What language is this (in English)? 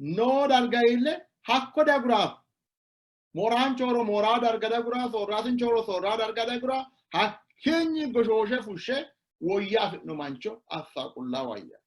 Sidamo